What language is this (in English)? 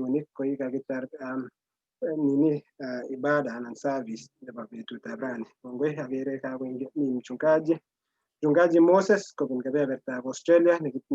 Kalenjin